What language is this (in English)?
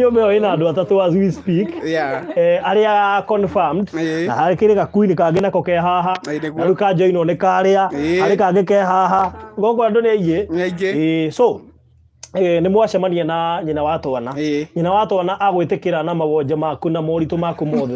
Kikuyu